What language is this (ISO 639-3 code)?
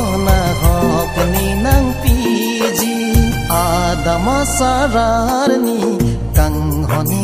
mjw